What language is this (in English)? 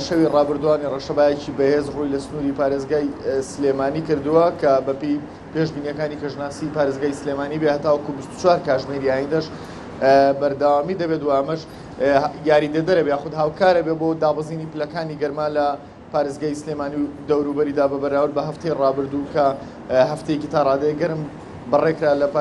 Central Kurdish